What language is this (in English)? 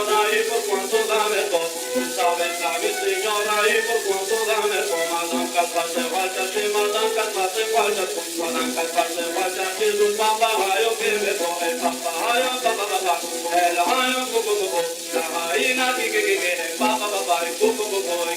Ladino